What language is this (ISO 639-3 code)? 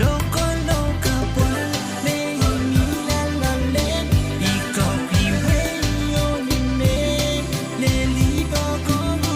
pon